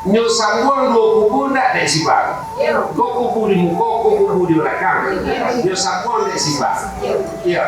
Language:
Minangkabau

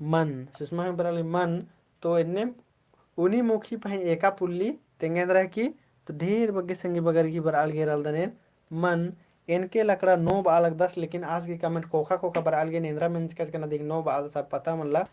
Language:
Kurukh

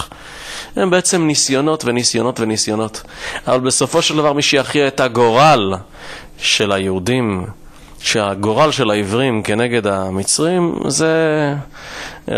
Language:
Hebrew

